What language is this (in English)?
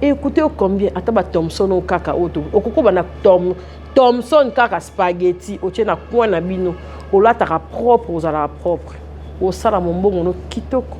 Lingala